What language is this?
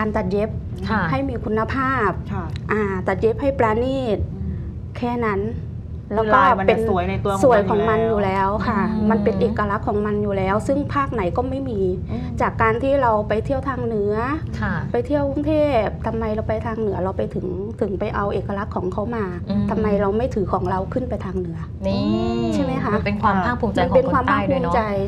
Thai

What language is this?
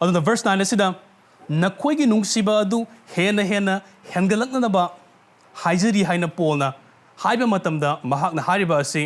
Manipuri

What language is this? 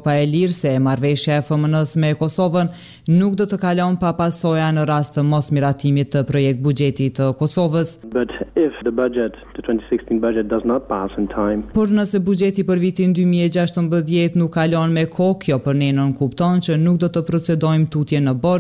Albanian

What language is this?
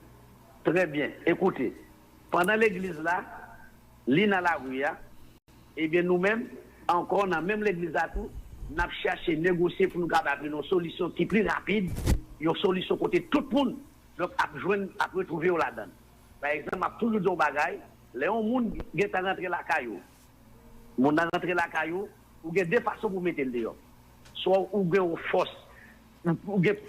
Haitian Creole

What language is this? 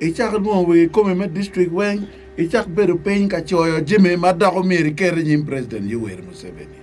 Acoli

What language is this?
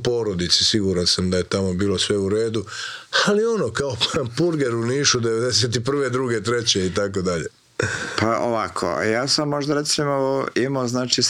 Croatian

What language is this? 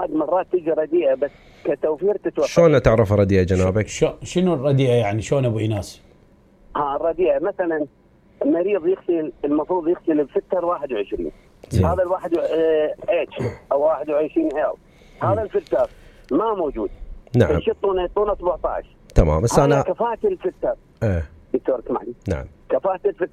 Mesopotamian Arabic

